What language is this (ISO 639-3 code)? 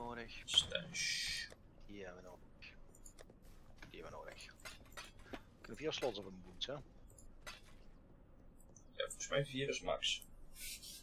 nld